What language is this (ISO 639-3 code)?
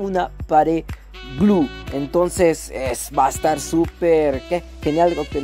spa